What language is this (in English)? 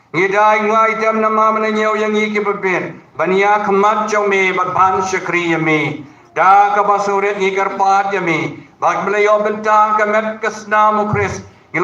Khasi